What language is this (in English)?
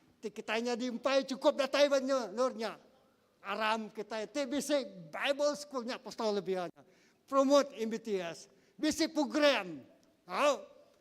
Iban